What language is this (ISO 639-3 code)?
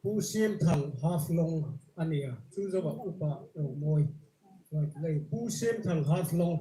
hmr